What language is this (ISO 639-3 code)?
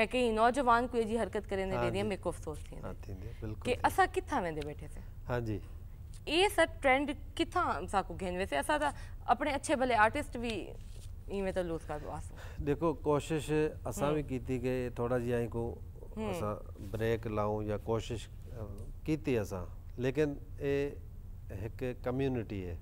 skr